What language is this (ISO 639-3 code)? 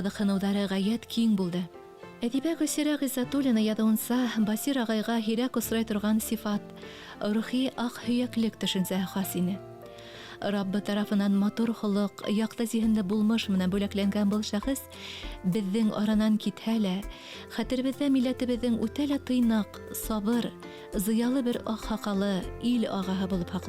bak